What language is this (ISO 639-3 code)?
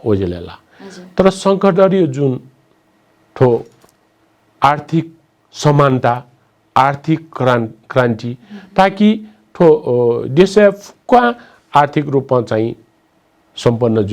new